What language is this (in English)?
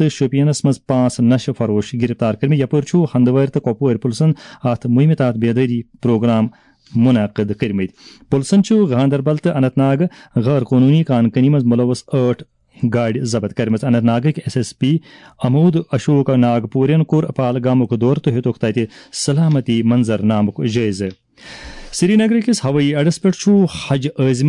Kashmiri